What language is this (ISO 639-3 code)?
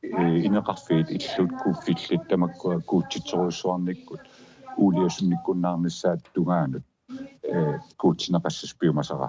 kal